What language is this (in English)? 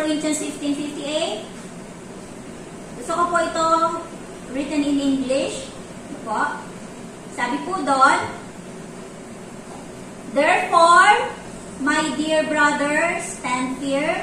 Filipino